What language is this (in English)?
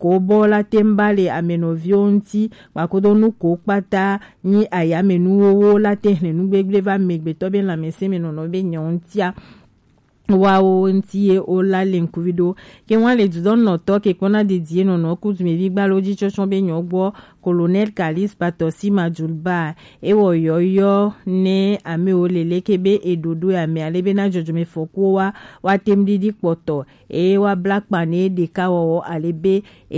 Gen